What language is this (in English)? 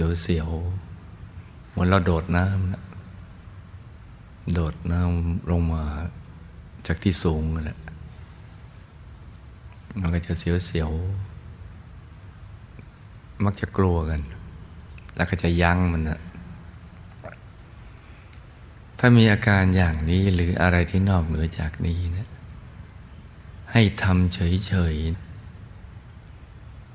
Thai